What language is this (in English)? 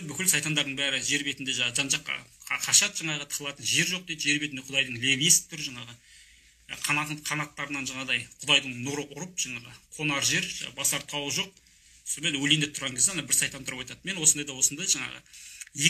Kazakh